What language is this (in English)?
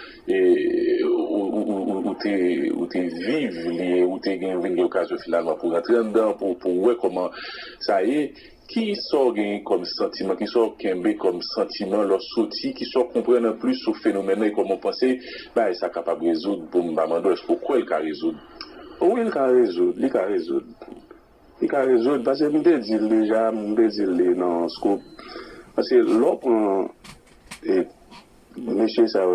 Haitian Creole